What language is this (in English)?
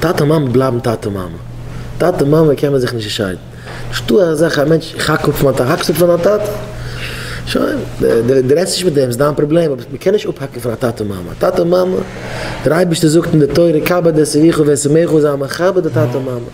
Yiddish